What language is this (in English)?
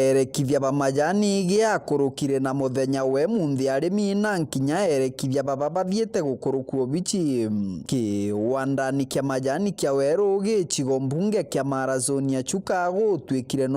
Meru